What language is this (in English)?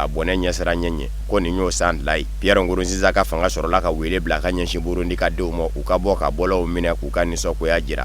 Bambara